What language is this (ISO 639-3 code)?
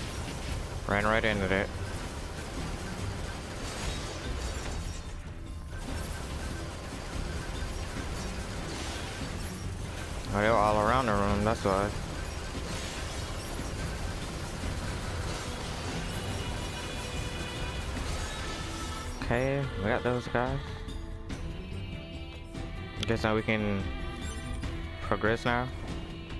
eng